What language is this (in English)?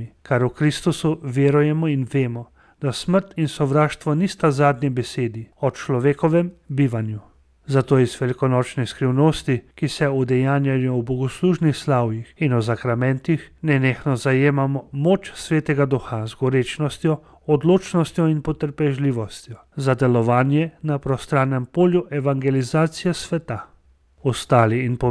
Slovenian